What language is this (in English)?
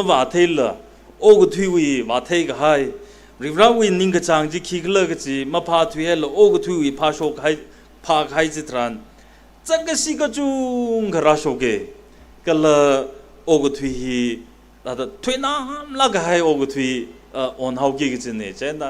Tangkhul Naga (India)